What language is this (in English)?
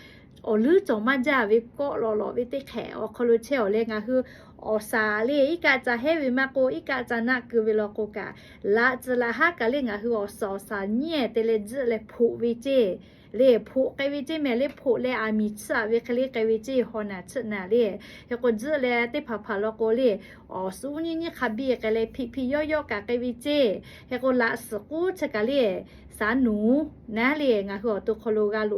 Lahu